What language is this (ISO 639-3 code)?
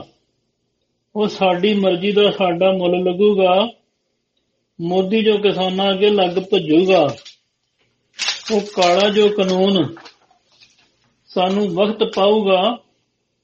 pan